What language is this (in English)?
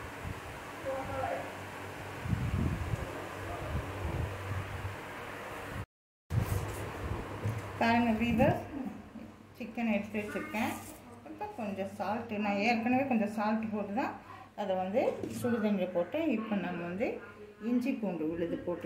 Tamil